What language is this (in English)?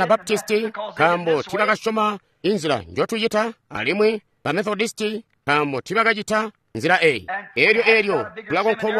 Tonga (Zambia)